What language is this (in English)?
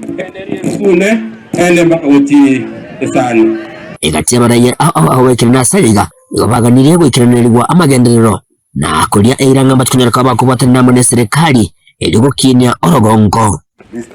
Gusii